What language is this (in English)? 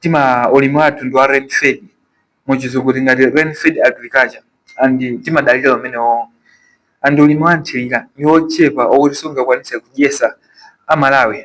Nyanja